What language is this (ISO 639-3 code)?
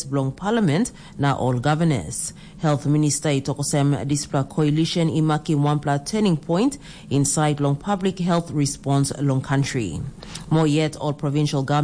tpi